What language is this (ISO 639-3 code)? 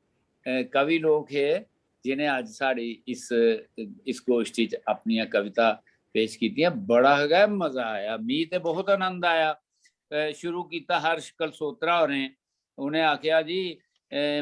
doi